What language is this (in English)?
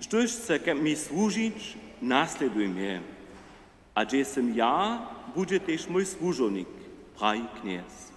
Upper Sorbian